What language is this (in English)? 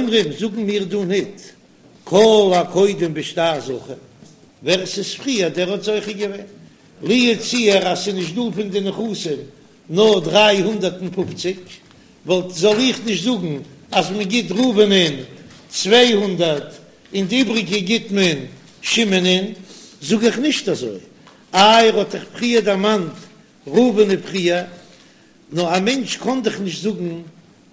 Yiddish